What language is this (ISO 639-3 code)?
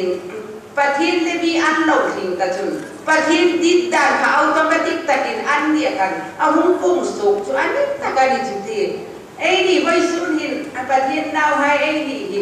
hmr